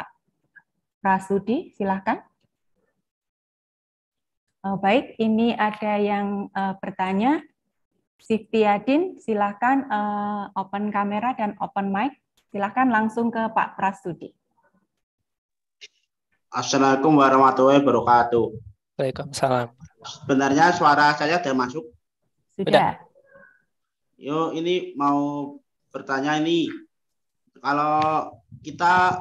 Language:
Indonesian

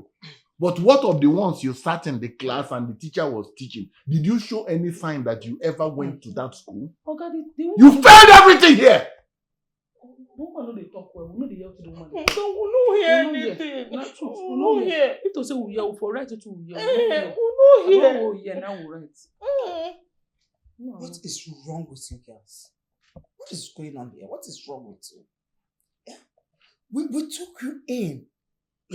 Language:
Nigerian Pidgin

